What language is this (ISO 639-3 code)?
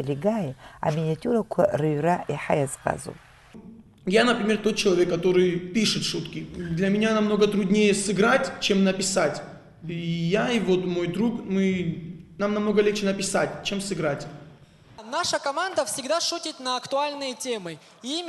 abk